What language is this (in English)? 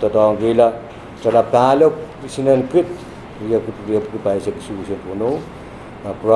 Pohnpeian